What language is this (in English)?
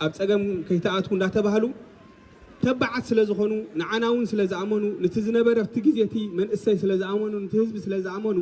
Tigrinya